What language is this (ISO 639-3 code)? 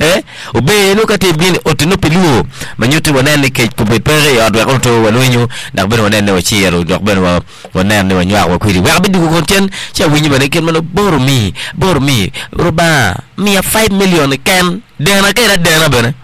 ach